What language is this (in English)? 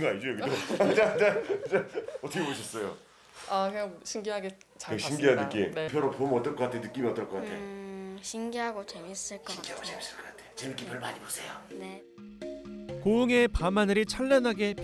Korean